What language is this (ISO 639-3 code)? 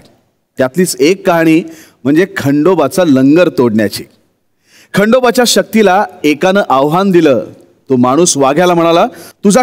mar